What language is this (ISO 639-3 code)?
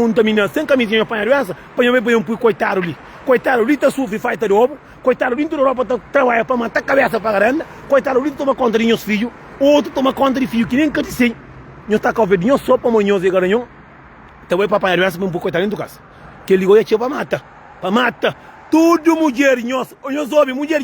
kea